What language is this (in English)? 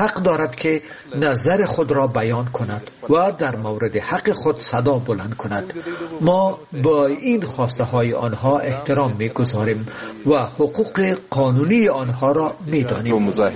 Persian